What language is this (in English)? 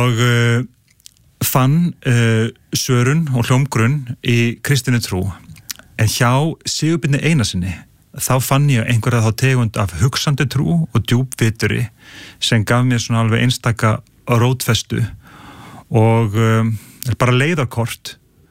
Icelandic